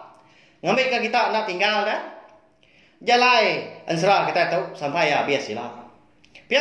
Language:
Iban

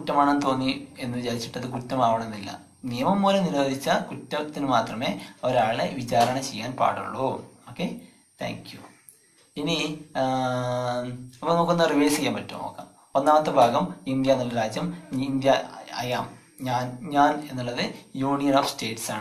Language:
Malayalam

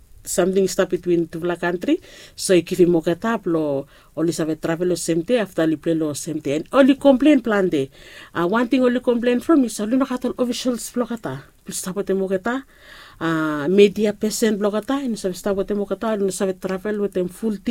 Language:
Bislama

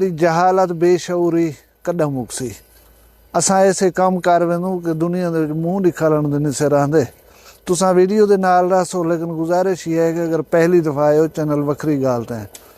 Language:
Saraiki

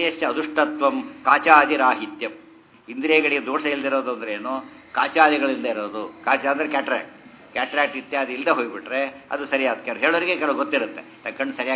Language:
Kannada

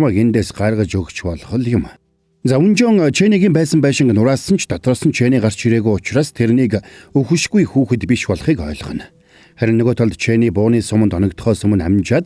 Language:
Mongolian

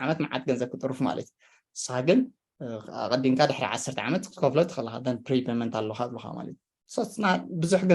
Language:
Tigrinya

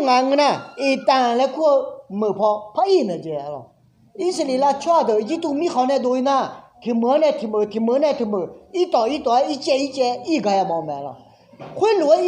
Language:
Akha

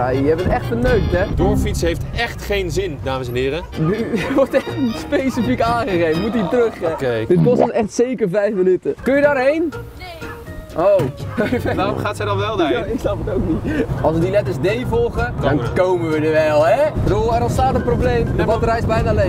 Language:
Dutch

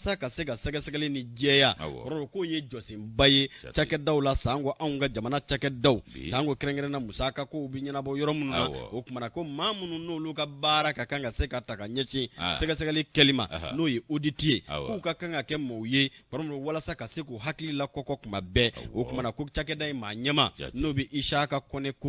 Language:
Bambara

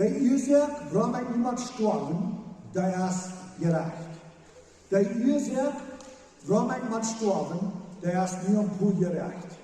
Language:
Plautdietsch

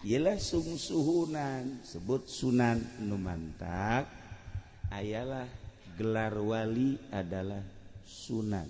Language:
Sundanese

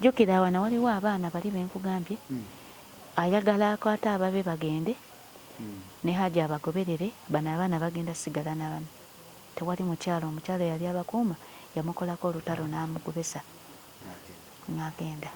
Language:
Ganda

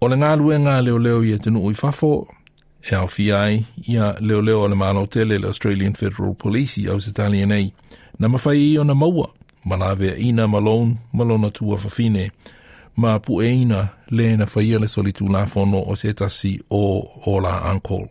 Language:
Samoan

